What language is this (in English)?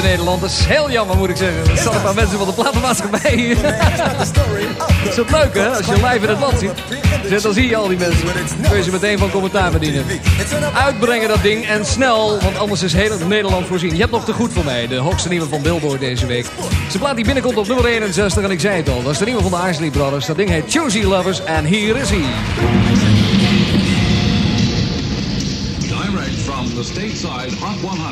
Dutch